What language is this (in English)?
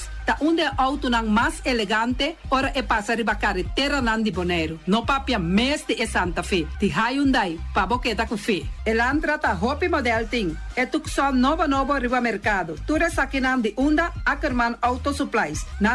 Papiamento